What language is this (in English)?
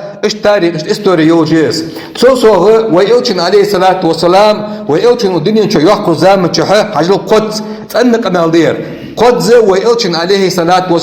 Ingush